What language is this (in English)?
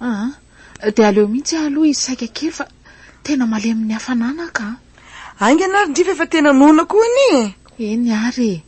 Malagasy